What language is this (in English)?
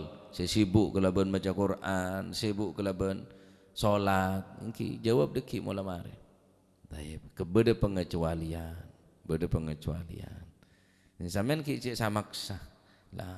Madurese